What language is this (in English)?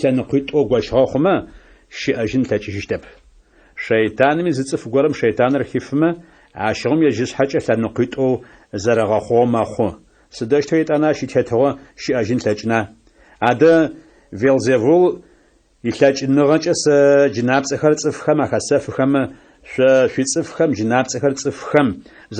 Adyghe